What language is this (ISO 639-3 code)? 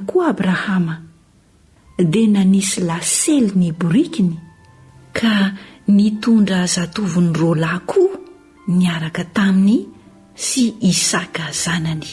mlg